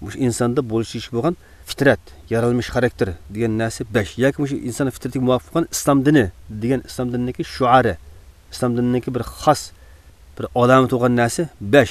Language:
Uyghur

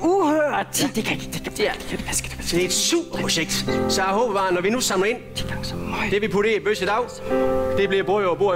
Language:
Danish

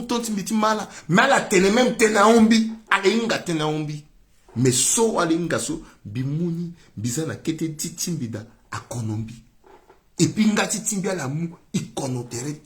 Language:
Sango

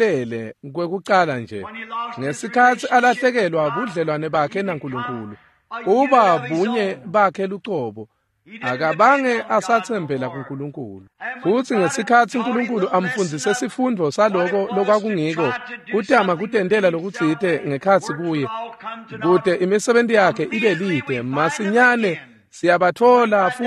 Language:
Swati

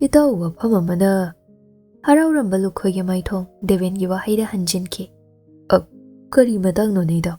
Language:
Manipuri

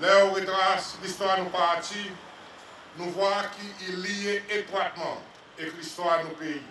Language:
Seselwa Creole French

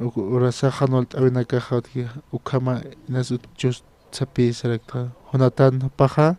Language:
Aymara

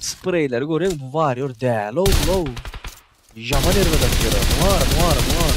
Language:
Turkmen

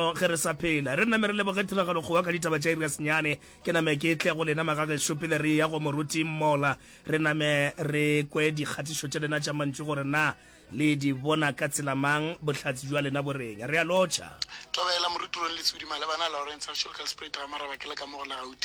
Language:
Northern Sotho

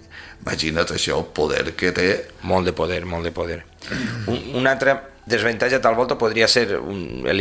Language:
Catalan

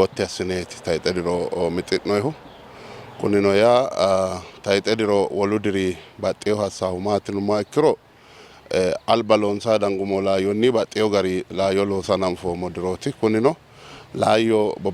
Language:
Sidamo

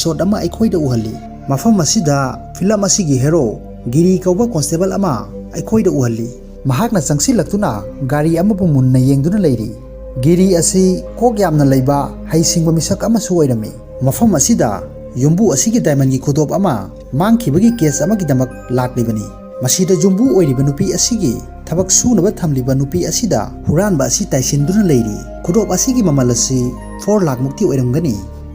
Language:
Manipuri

